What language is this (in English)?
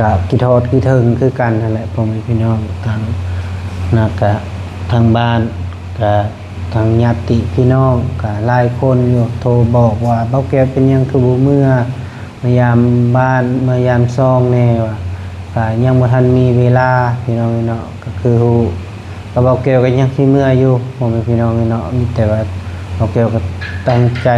Lao